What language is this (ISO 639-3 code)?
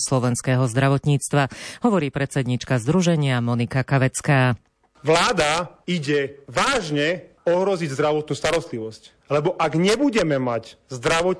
slk